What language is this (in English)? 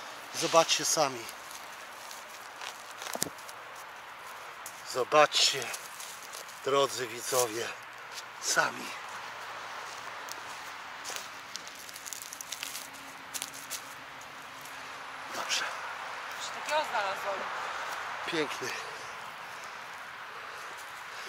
Polish